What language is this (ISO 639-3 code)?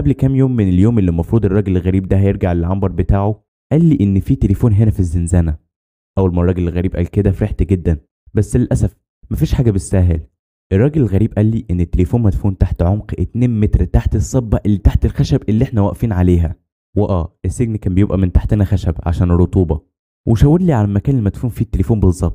arz